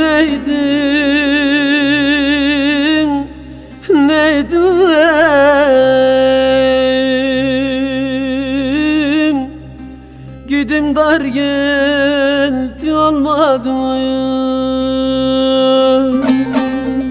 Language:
Turkish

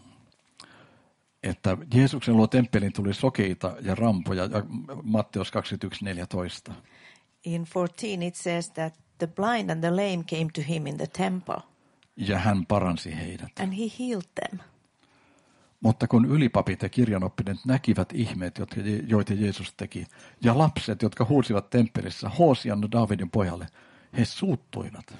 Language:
Finnish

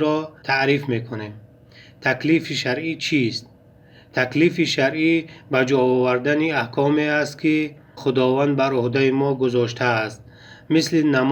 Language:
Tajik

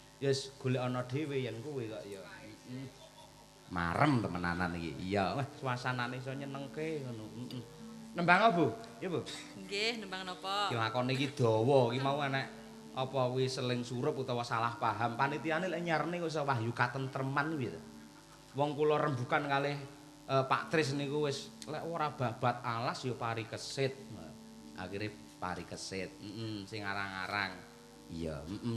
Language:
Javanese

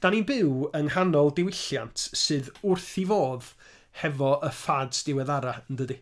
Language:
Welsh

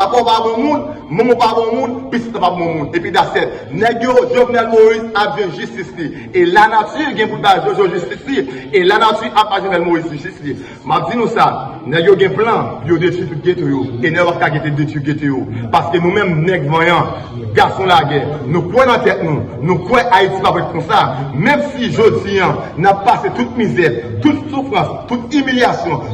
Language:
Haitian Creole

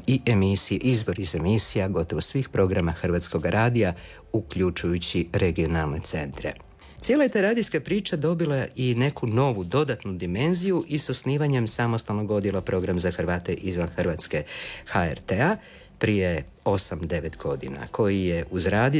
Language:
Croatian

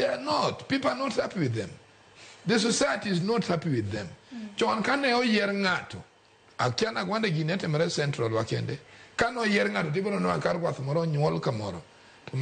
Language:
Luo (Kenya and Tanzania)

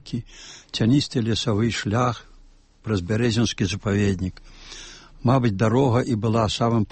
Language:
Belarusian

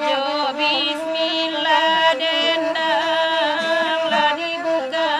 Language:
Minangkabau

